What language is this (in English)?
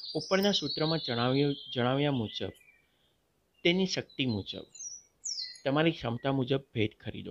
Gujarati